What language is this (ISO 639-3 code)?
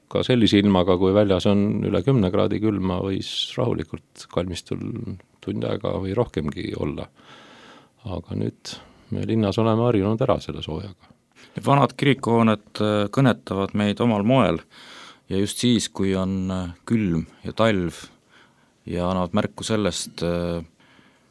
est